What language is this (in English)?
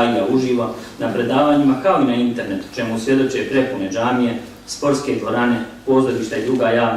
Bosnian